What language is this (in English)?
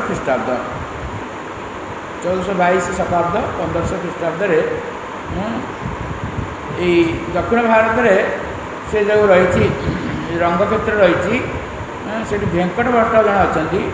Odia